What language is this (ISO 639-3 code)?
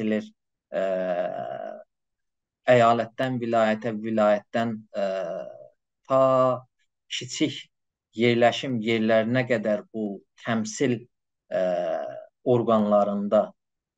azb